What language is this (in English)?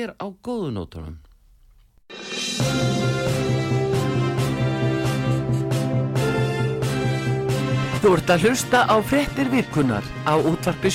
Icelandic